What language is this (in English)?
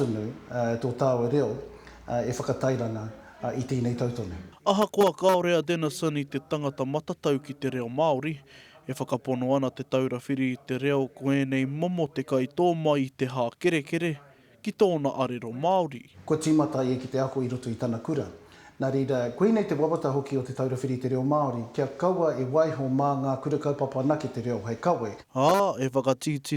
Māori